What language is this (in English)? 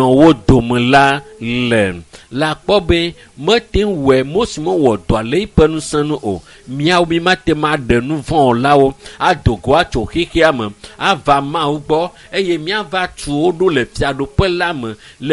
Ewe